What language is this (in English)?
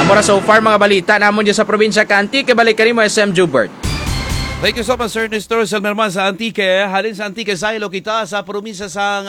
Hiligaynon